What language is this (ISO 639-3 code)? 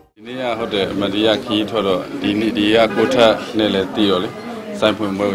mya